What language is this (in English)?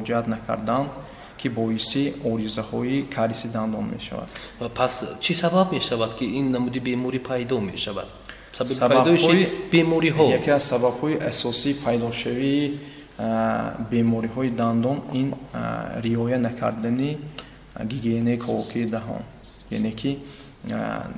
Tajik